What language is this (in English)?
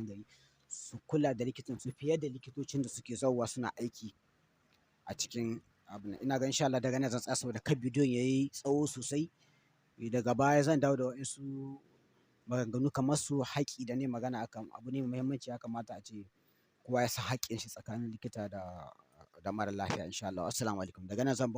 Hausa